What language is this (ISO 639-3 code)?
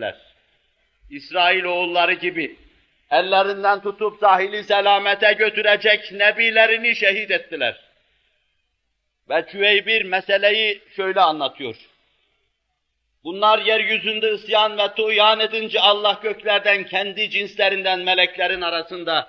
tur